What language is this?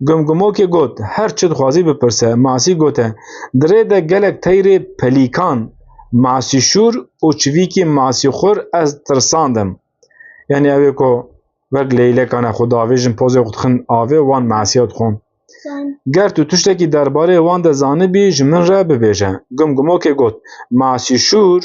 Kurdish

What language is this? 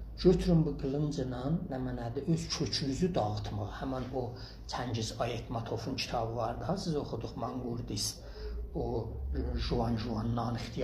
South Azerbaijani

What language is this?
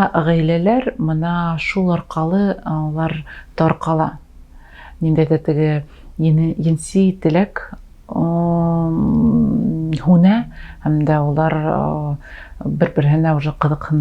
Bashkir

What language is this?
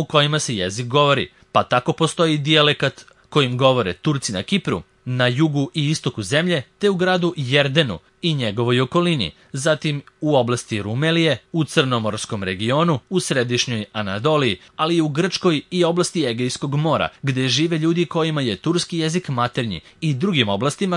Serbian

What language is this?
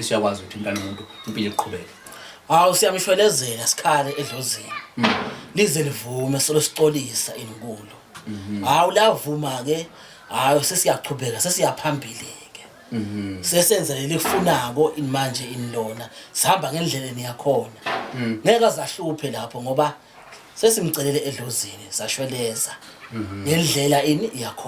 Zulu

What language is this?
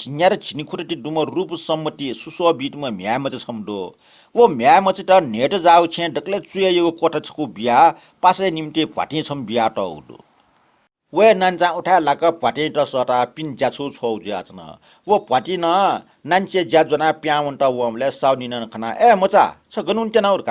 Newari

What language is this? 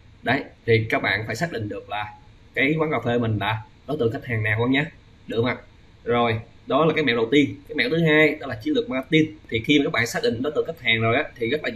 Vietnamese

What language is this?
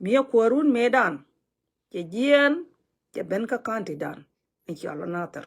Nuer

